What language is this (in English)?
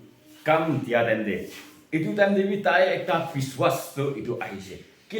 Konyak Naga